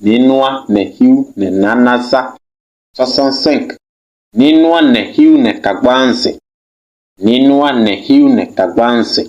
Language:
Kabiyè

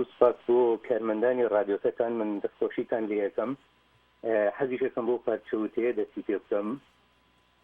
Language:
Central Kurdish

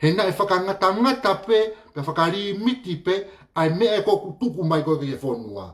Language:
Tongan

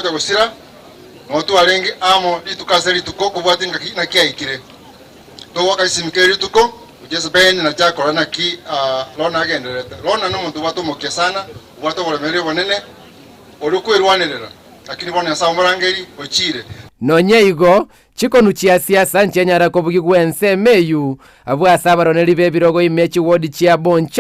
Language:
Gusii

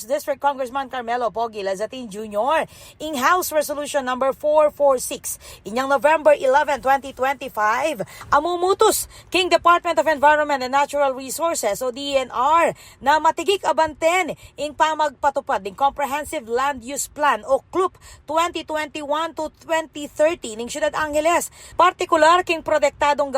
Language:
Pampanga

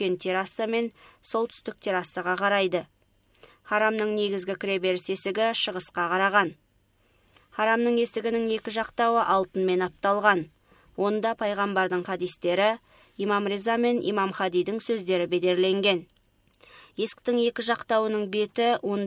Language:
Kazakh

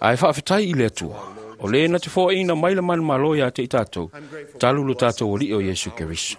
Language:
Samoan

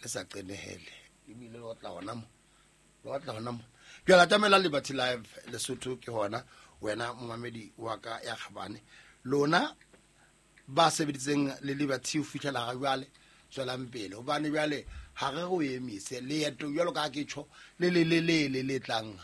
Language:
Southern Sotho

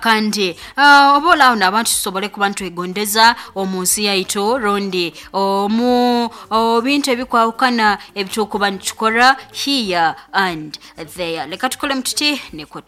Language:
Nyankole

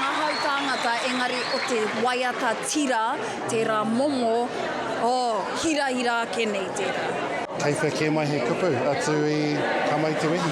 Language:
Māori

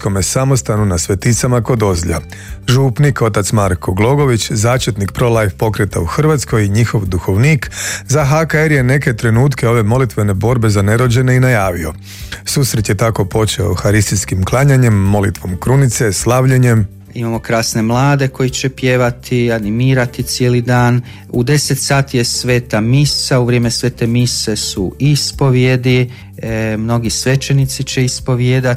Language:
Croatian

